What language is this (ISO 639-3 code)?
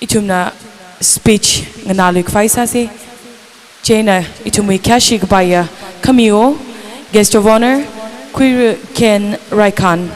nmf